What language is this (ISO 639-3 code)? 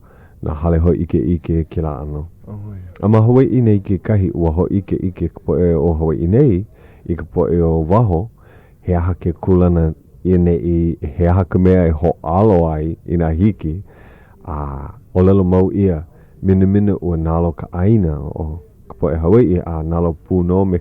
haw